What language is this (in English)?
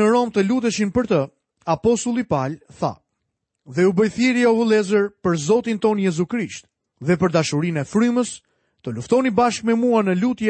Albanian